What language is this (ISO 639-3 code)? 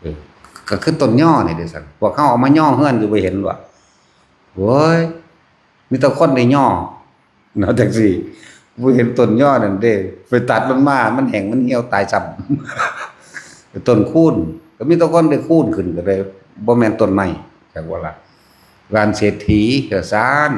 tts